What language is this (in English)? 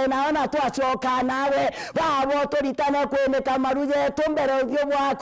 Meru